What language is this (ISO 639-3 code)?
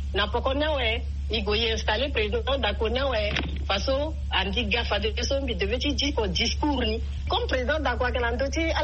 sag